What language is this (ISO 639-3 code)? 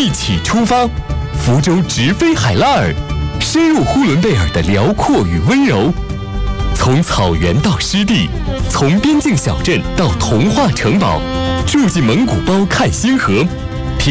zho